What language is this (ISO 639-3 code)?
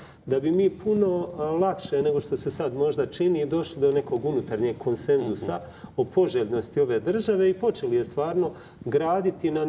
hrv